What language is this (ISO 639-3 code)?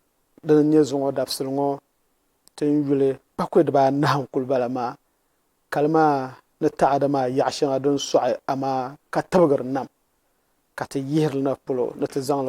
dag